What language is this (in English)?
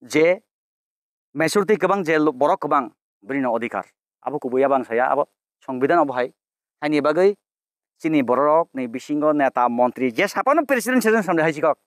Kok Borok